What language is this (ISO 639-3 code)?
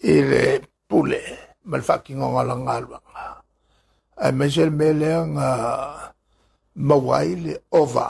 smo